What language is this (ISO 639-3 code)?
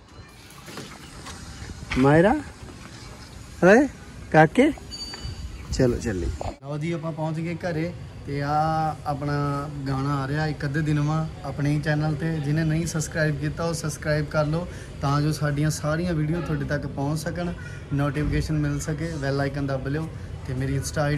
pan